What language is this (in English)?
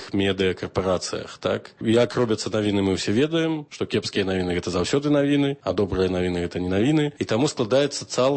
Belarusian